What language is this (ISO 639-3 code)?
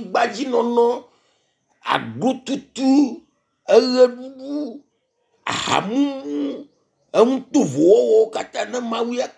ewe